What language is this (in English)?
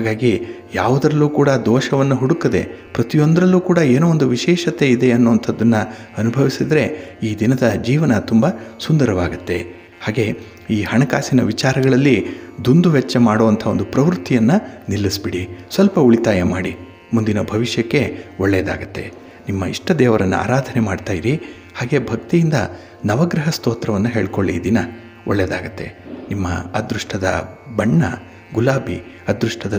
Kannada